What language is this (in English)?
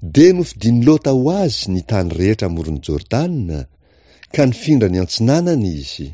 Malagasy